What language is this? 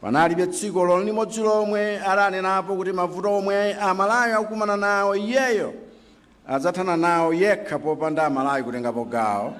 Nyanja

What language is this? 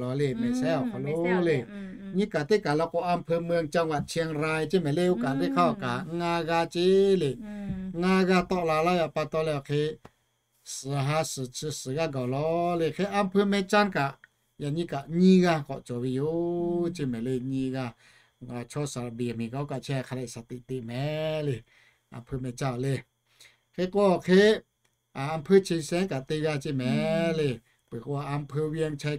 Lahu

